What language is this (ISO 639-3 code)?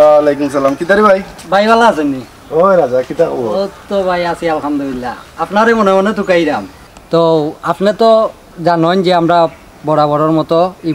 syl